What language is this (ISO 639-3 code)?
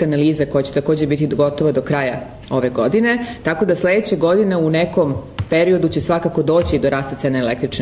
srp